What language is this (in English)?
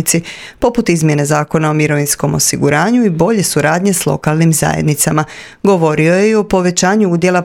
Croatian